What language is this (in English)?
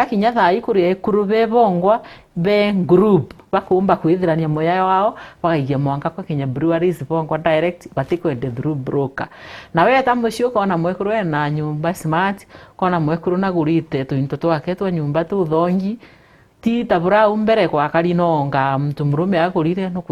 Meru